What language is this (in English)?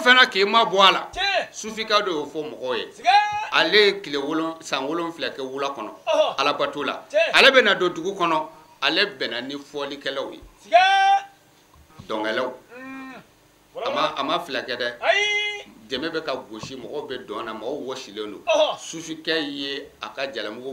Bambara